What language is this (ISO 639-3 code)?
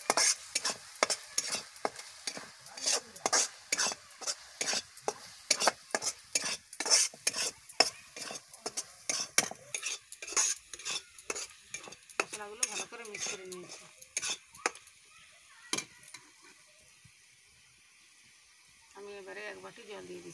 ben